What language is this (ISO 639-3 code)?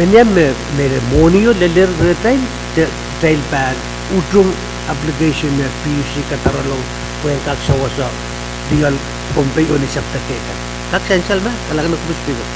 pon